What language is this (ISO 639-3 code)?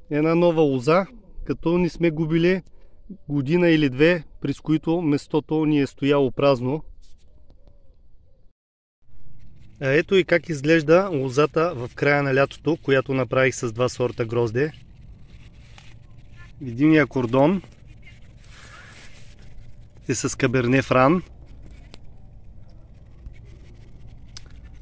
bul